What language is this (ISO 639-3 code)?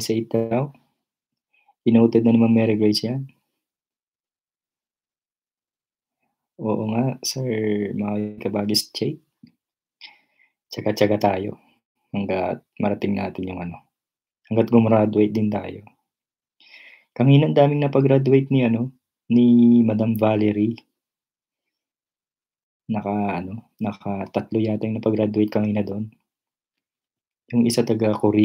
fil